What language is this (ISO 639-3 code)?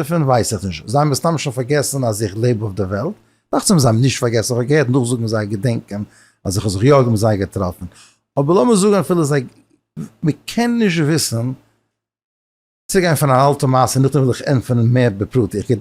yid